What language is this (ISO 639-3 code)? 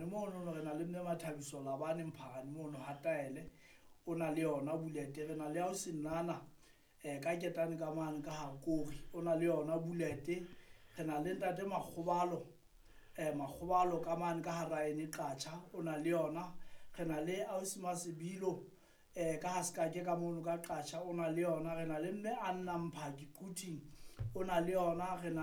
sot